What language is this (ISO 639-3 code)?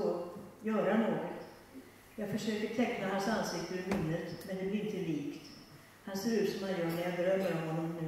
swe